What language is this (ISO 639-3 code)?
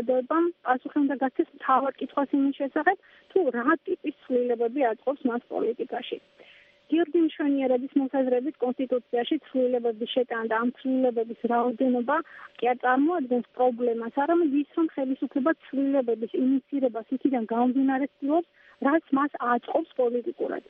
kat